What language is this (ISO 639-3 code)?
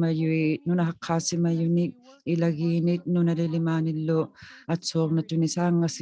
iku